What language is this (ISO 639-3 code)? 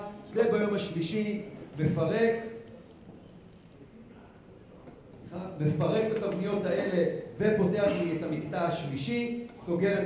heb